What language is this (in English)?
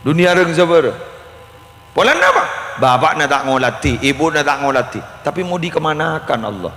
Madurese